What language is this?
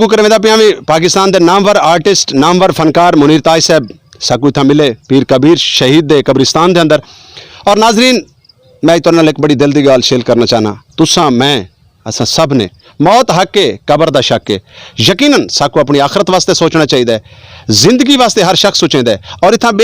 Saraiki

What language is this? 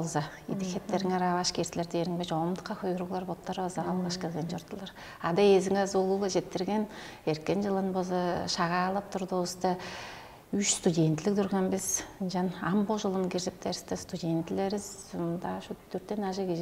Tuvinian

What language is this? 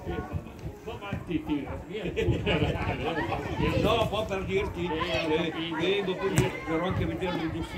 Italian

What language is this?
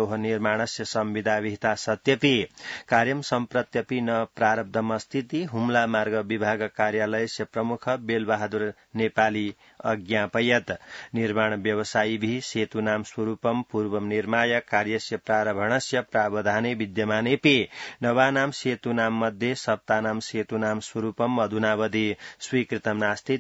Sanskrit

